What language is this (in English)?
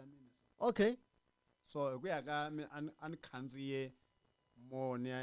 Tsonga